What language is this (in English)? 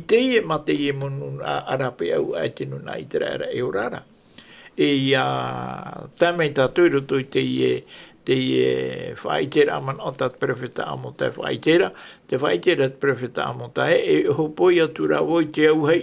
Tahitian